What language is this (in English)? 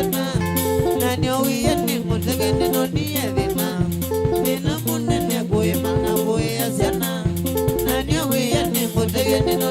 Kamba